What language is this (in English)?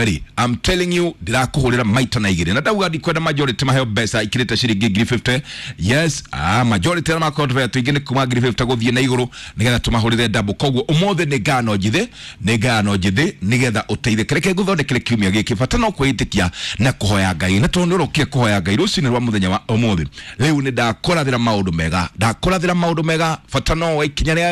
Kikuyu